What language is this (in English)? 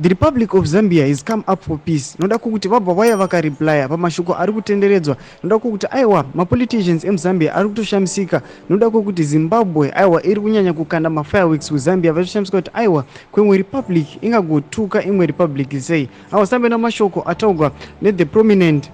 Shona